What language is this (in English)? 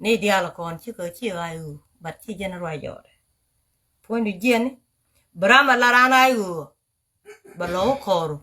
Nuer